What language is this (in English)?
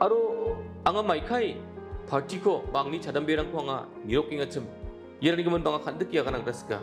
Garo